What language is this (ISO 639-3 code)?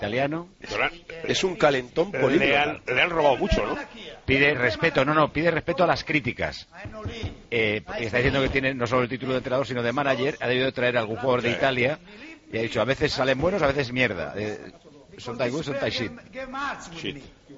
spa